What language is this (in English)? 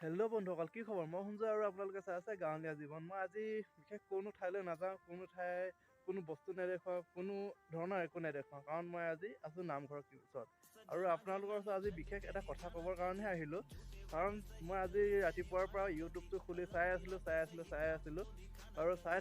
Assamese